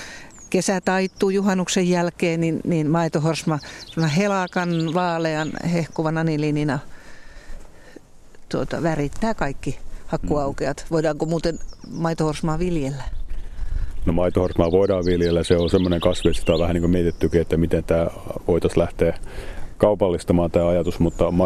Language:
Finnish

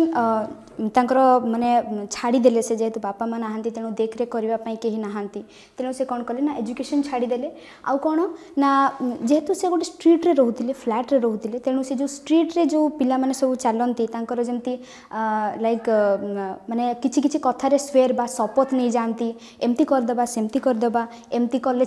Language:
Odia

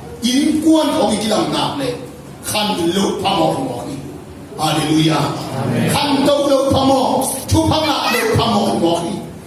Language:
Tedim Chin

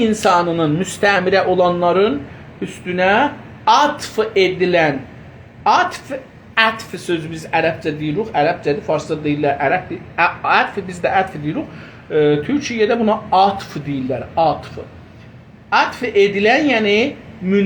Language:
South Azerbaijani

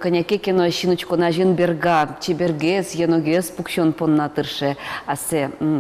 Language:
Udmurt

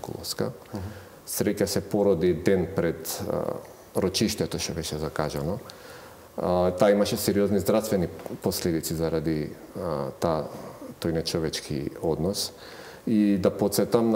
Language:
Macedonian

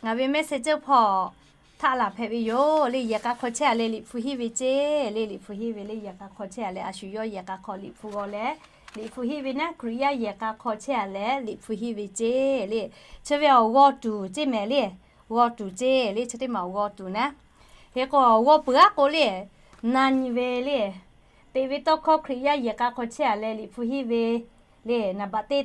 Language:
Lahu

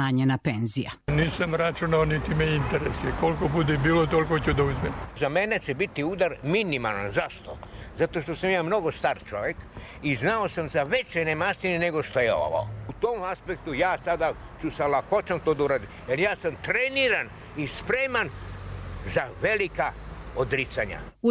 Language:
Serbian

